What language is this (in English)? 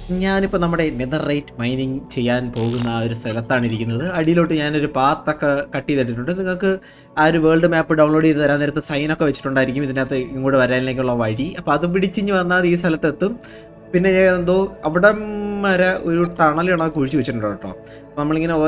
Malayalam